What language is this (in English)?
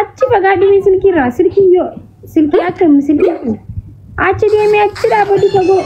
Oromo